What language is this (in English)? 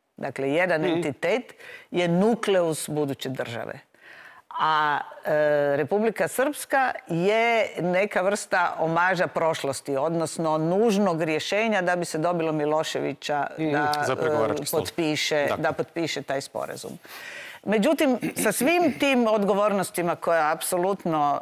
Croatian